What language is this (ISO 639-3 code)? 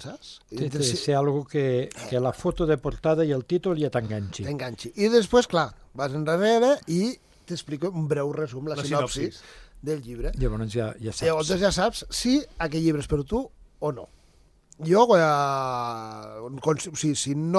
cat